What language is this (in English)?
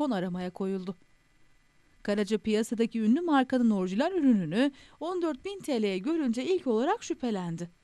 Turkish